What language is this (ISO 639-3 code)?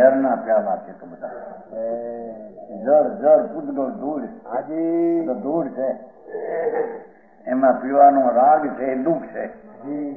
guj